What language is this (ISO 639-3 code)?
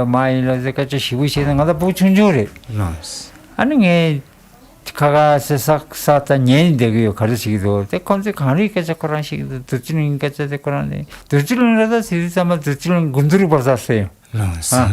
bod